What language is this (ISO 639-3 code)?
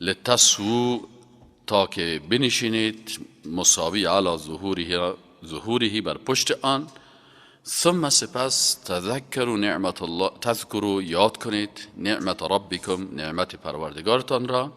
fas